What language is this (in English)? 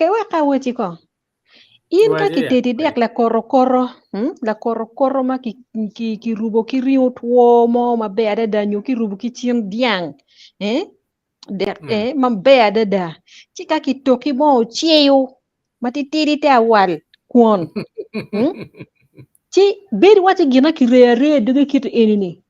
Acoli